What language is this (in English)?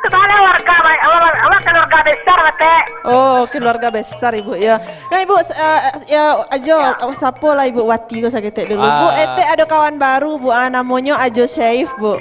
Minangkabau